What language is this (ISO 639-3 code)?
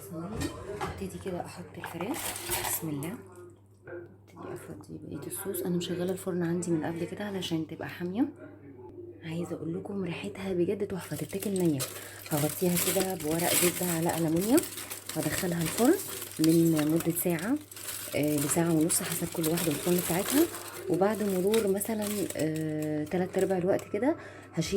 arz